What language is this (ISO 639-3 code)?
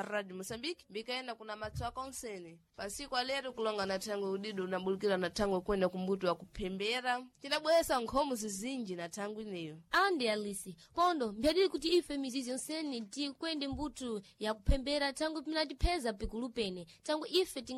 seh